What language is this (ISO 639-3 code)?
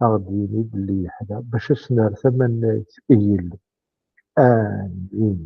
kab